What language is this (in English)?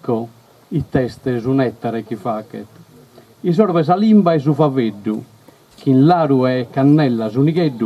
Sardinian